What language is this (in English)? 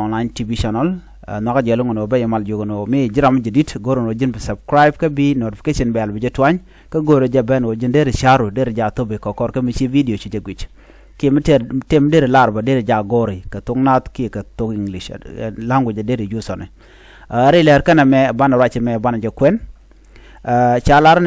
Nuer